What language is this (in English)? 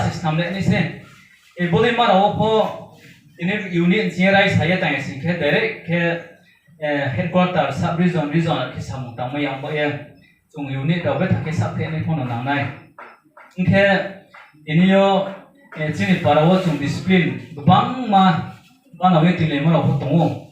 Riang (India)